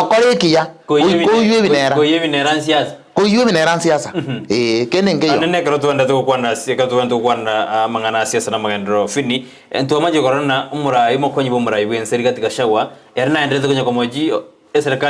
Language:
Gusii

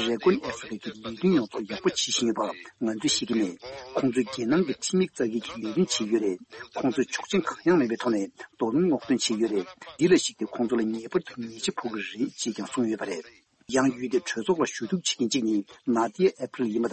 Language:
Tibetan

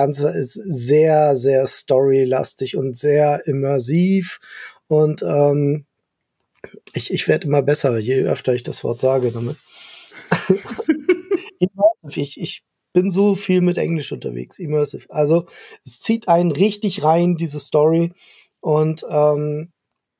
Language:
German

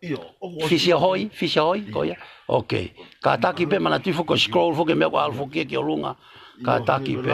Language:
Tongan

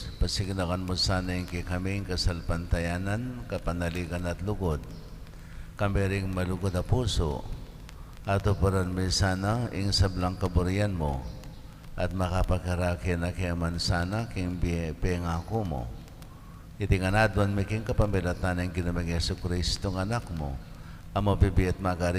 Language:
Pampanga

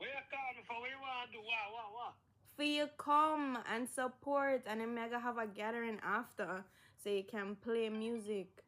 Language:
Jamaican Creole English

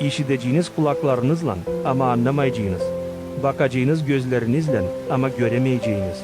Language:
Gagauz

